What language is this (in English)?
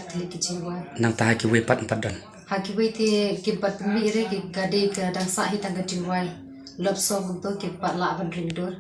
Khasi